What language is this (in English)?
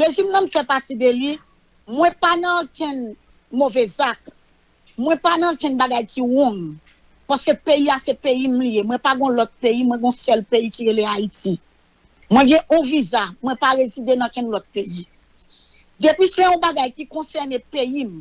Haitian Creole